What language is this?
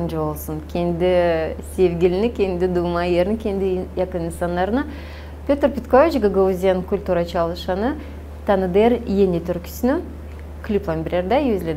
Gagauz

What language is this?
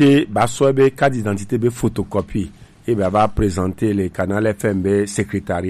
Gen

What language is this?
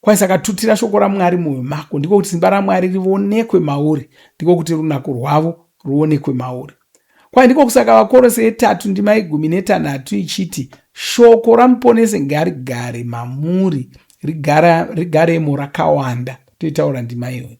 Shona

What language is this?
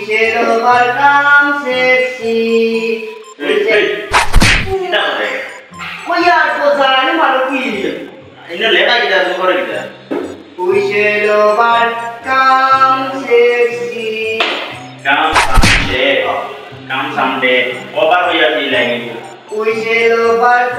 Sylheti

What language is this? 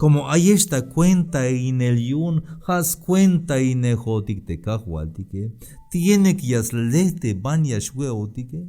Tzeltal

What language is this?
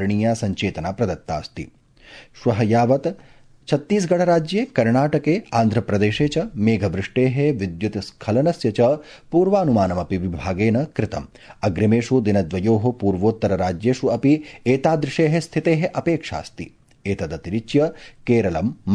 Sanskrit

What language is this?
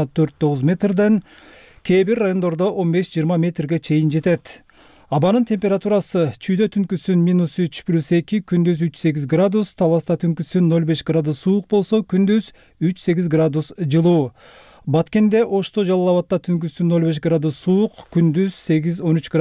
Kyrgyz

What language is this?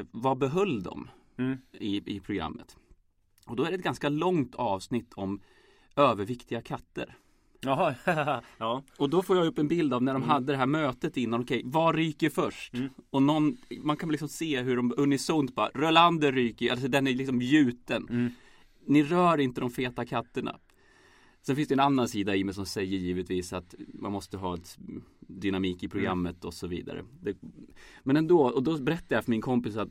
Swedish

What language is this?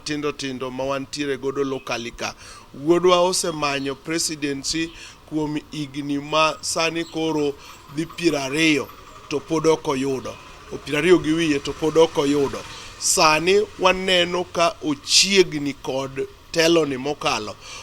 Luo (Kenya and Tanzania)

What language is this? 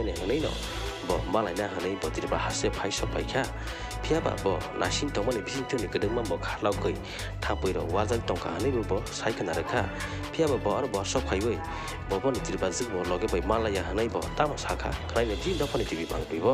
Kok Borok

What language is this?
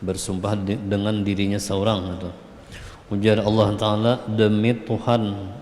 Banjar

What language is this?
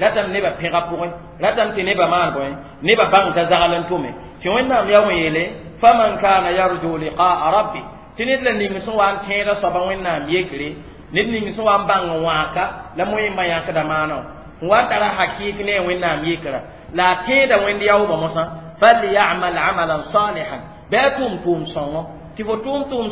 Mossi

